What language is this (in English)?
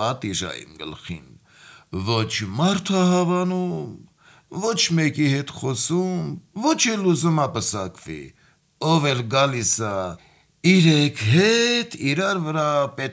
Armenian